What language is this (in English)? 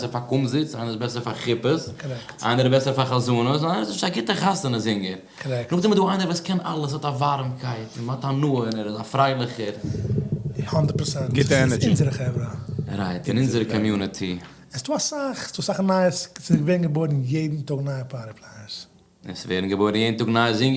Yiddish